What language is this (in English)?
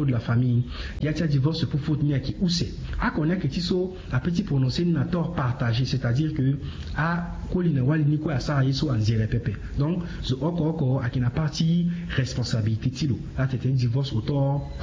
Sango